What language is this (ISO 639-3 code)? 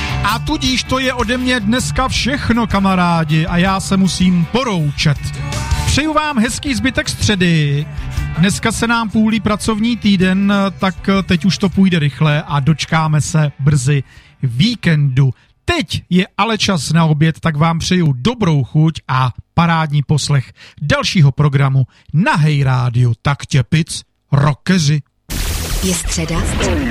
ces